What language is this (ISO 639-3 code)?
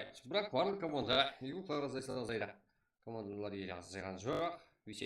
kaa